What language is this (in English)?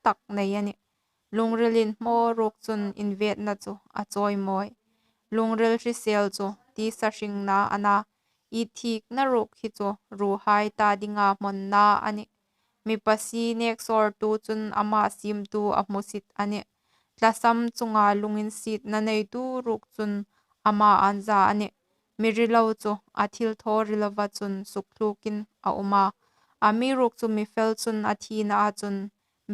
Hmar